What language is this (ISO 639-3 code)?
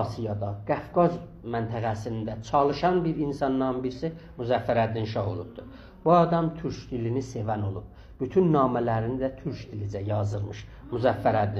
azb